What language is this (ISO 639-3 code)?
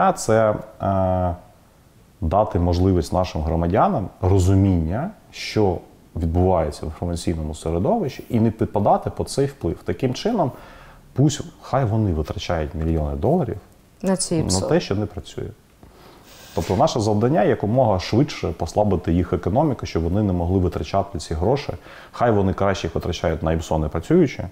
ukr